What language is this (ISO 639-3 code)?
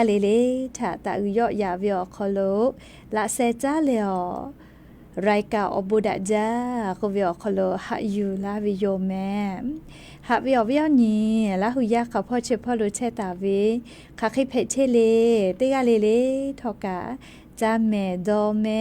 lhu